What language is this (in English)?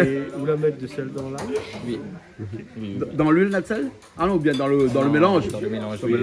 Réunion Creole French